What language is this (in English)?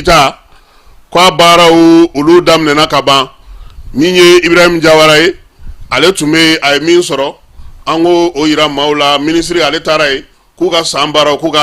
Bambara